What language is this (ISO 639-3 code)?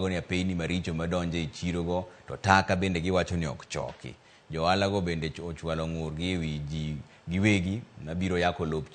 luo